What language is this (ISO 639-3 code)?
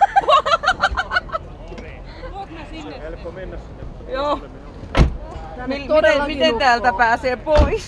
fin